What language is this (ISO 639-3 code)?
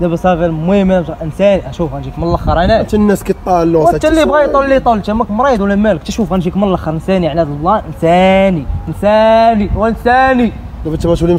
ary